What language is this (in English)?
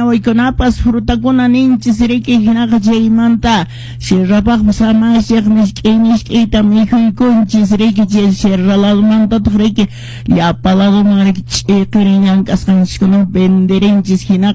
Quechua